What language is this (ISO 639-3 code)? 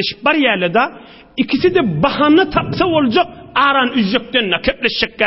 tuk